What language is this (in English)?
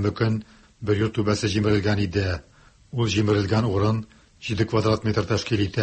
Tatar